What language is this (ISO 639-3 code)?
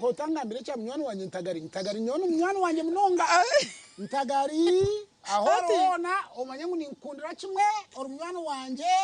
nyn